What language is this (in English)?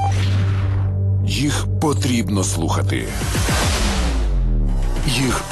Ukrainian